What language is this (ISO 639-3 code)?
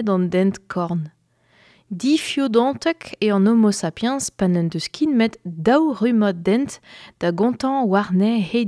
bre